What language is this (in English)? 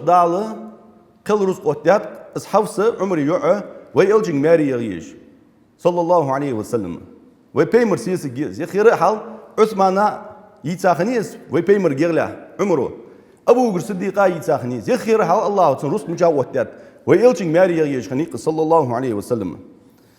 Ingush